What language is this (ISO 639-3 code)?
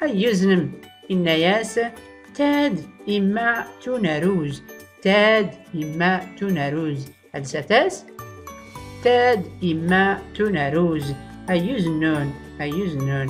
shi